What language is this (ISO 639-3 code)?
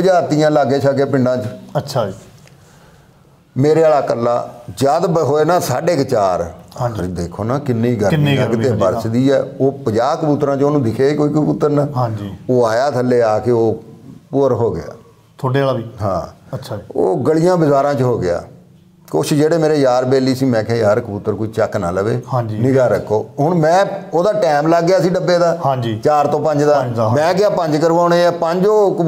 pan